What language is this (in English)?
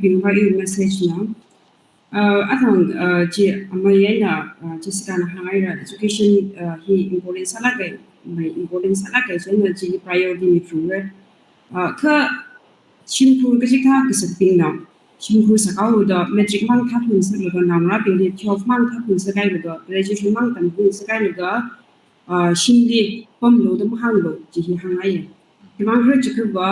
Tangkhul Naga (India)